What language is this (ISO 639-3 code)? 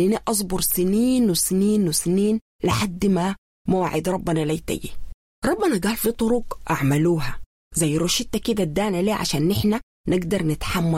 apd